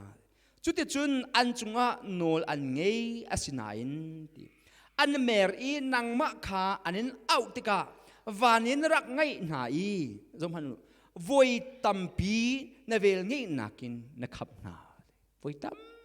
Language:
Hakha Chin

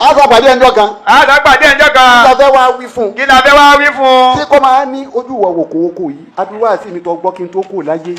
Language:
Yoruba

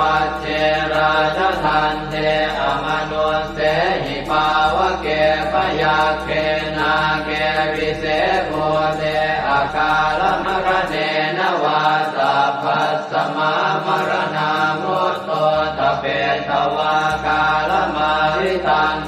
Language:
Pali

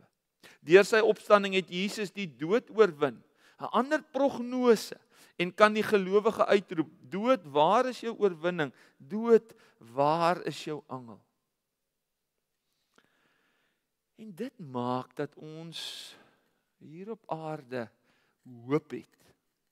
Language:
Afrikaans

